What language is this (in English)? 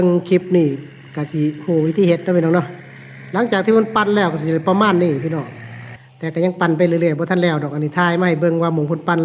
Northeastern Thai